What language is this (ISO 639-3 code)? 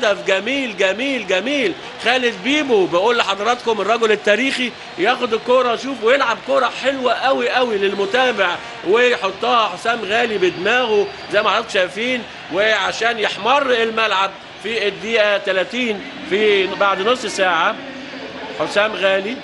arz